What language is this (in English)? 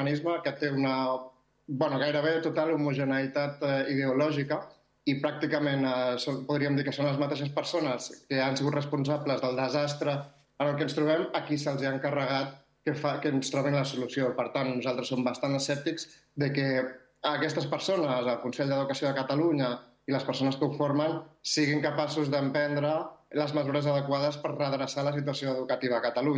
Catalan